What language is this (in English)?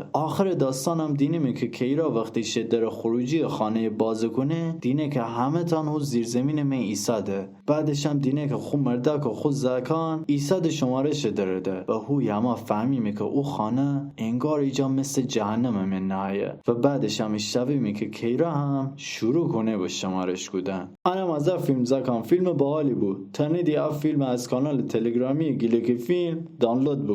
Gilaki